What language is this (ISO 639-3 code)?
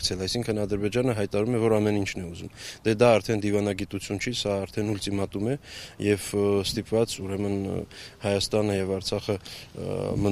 hye